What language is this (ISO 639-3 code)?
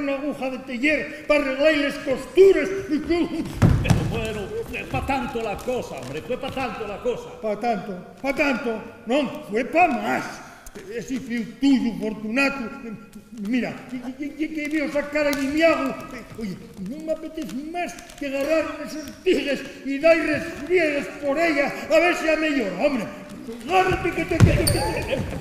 ast